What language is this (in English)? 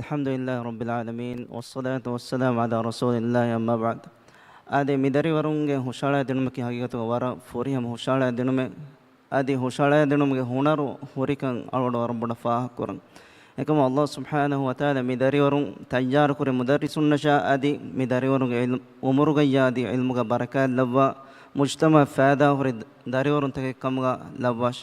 Divehi